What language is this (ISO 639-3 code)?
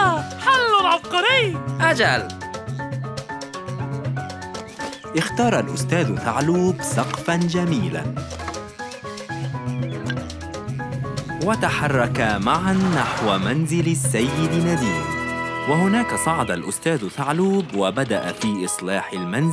ara